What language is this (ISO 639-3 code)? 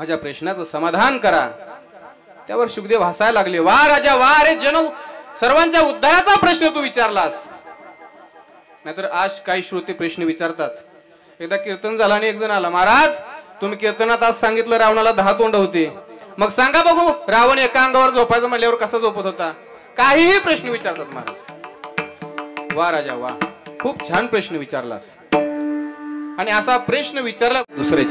mar